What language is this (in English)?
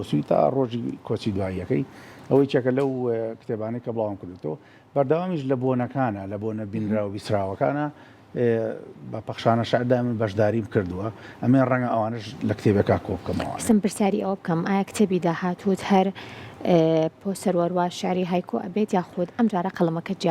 Central Kurdish